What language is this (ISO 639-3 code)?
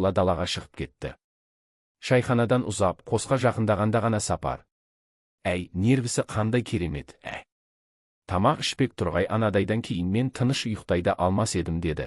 kaz